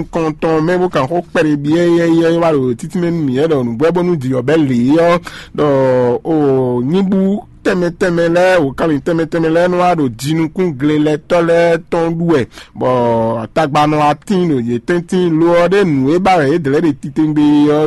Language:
Fon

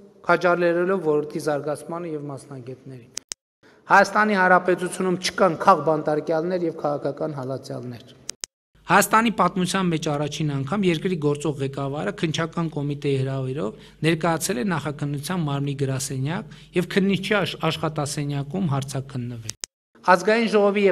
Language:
Armenian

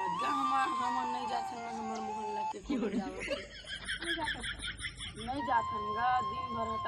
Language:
Chhattisgarhi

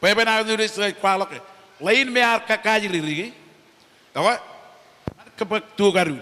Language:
Marshallese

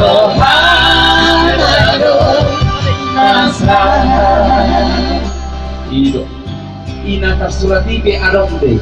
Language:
Batak Toba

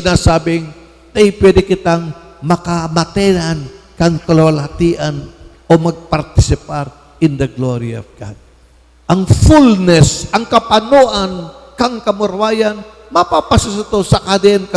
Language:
Bikol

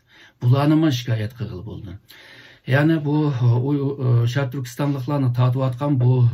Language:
Uyghur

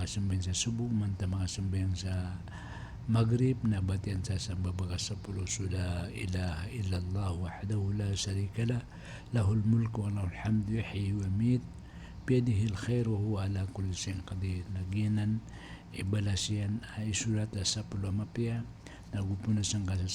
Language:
Maranao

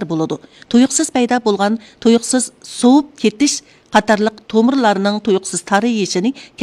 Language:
Uyghur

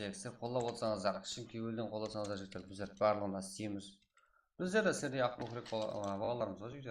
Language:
Kara-Kalpak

